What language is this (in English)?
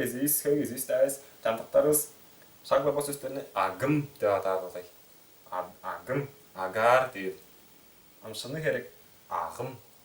Tuvinian